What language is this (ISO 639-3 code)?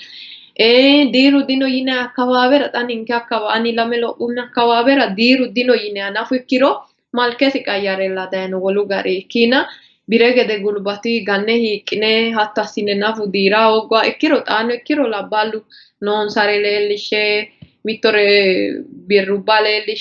sid